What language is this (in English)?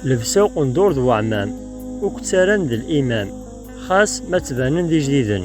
Kabyle